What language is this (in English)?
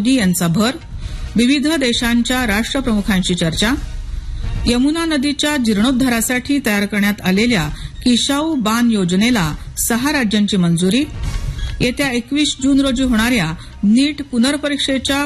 Marathi